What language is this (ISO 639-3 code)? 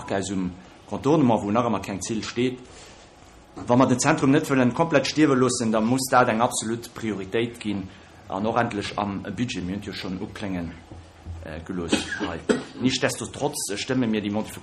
ltz